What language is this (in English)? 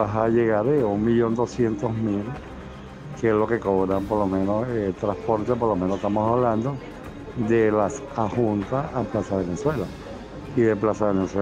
Spanish